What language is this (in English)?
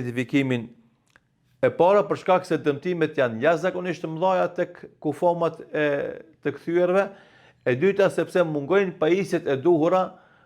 Albanian